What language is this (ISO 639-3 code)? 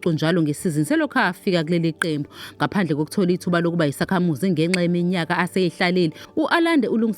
zul